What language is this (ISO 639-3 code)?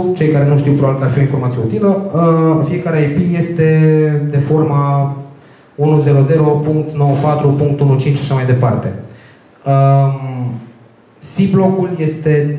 ron